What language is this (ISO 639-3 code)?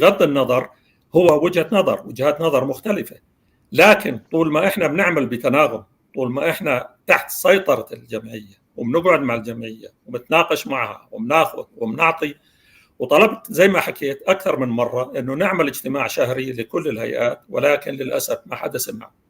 apc